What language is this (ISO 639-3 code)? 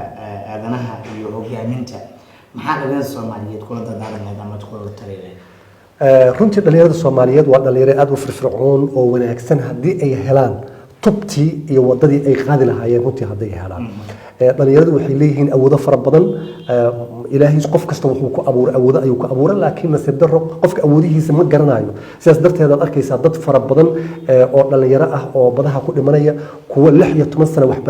som